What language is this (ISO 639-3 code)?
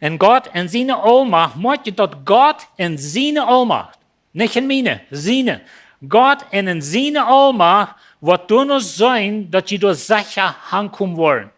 pdt